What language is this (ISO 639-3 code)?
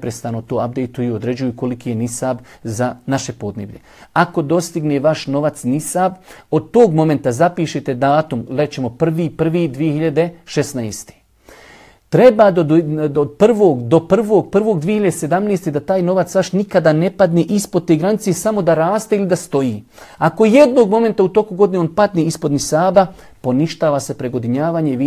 bos